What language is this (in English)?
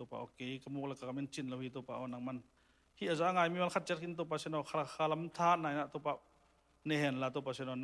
Tedim Chin